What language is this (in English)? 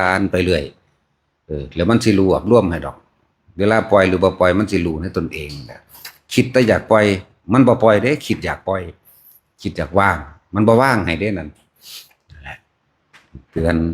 Northeastern Thai